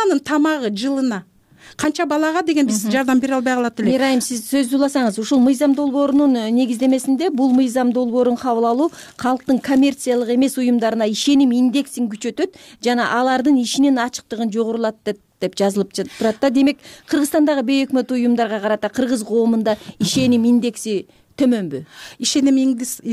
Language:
Kyrgyz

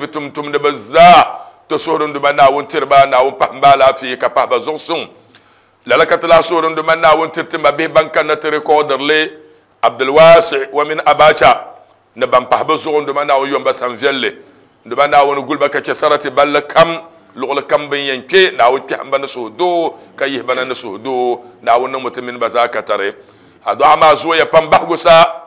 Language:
Dagbani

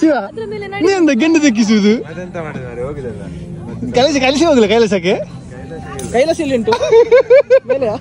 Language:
Tulu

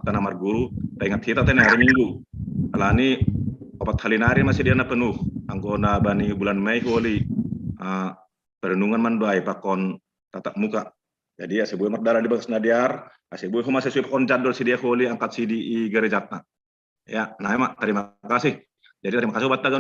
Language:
Batak Simalungun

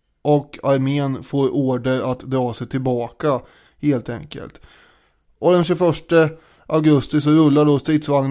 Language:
Swedish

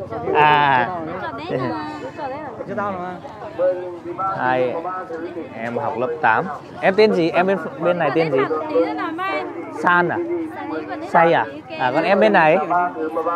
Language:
Vietnamese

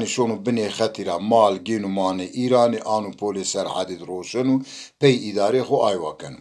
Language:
Zaza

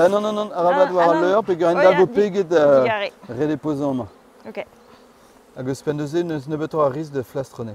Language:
Breton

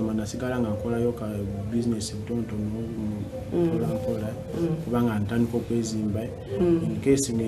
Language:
Ganda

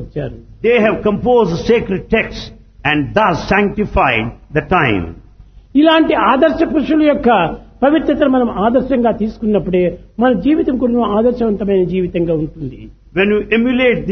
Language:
Telugu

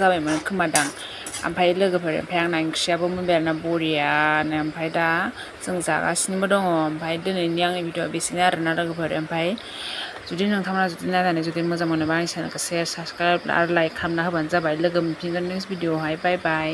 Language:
Bodo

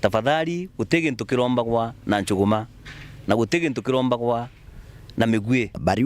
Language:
Meru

